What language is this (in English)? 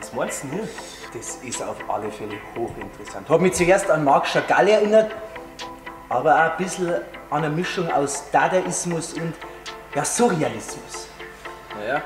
Bavarian